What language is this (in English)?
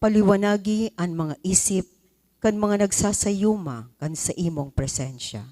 Bikol